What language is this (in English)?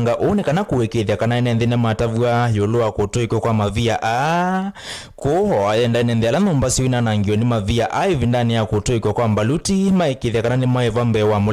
Kamba